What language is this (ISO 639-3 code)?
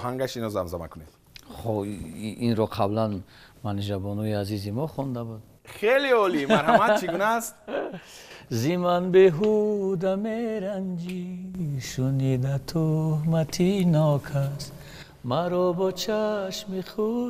tgk